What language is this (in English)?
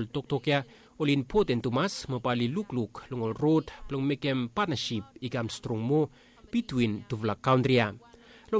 Bislama